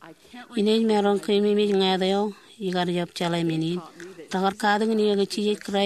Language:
Marshallese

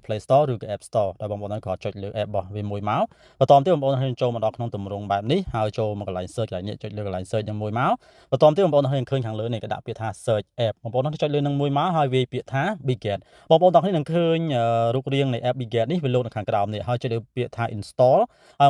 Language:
Khmer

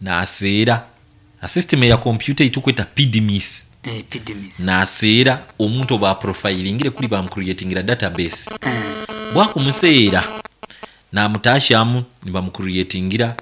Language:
Nyankole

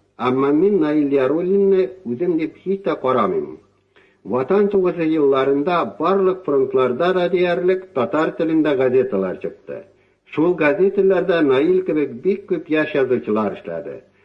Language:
Tatar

